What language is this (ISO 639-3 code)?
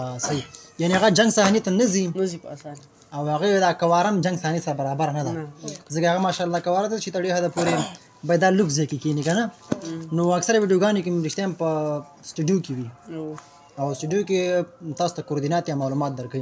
pus